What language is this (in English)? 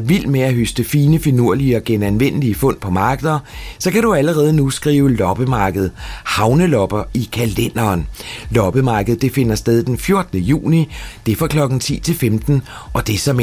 Danish